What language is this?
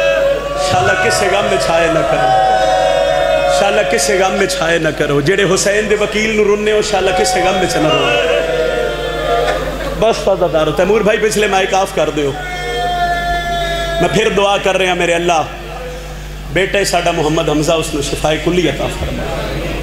Western Panjabi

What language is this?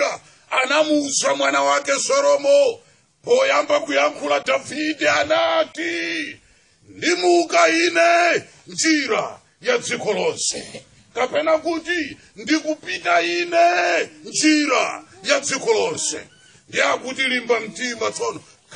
Nyanja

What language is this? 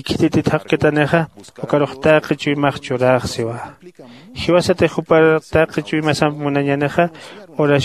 Aymara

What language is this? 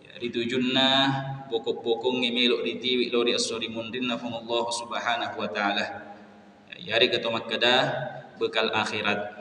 Buginese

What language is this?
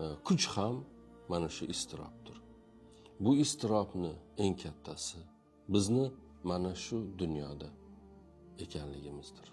Uzbek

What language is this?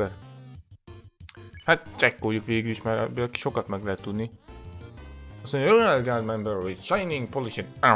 Hungarian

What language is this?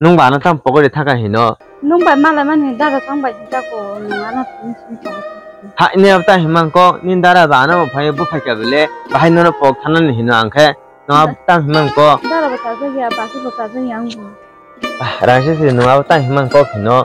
Kok Borok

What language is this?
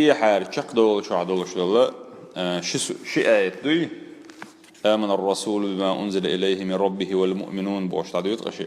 Chechen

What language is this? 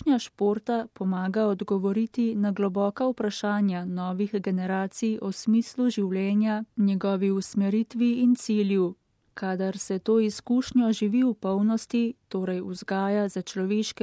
Slovenian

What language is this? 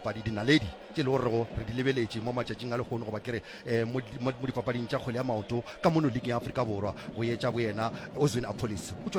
Northern Sotho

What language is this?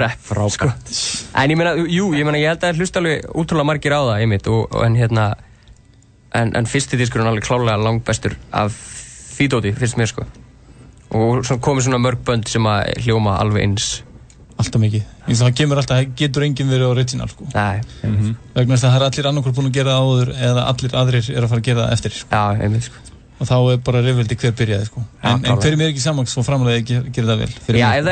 Icelandic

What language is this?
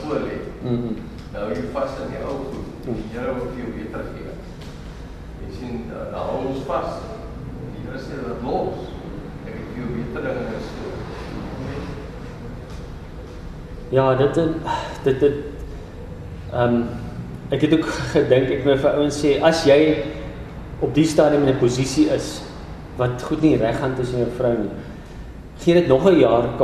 Afrikaans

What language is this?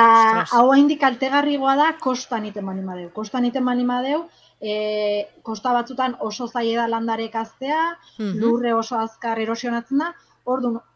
Basque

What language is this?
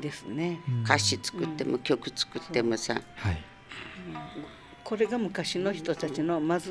Japanese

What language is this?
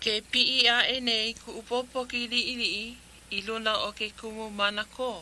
Hawaiian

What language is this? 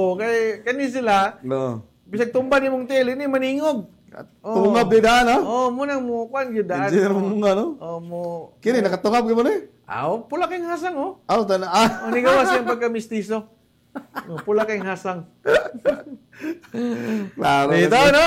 Cebuano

